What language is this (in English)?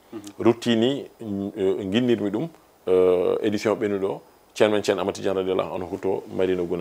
Fula